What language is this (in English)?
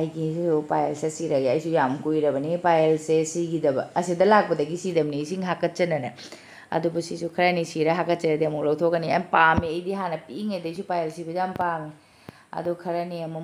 Manipuri